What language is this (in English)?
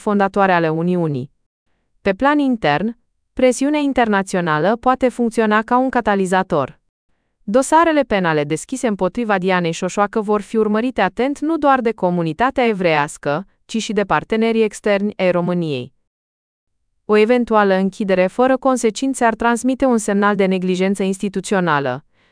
Romanian